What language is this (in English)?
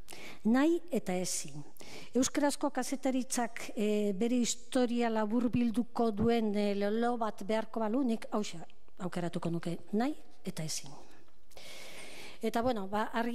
Basque